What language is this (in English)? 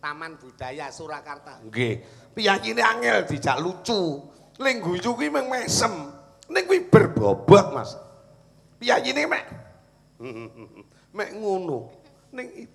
Javanese